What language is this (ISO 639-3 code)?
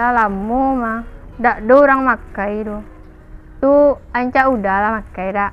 min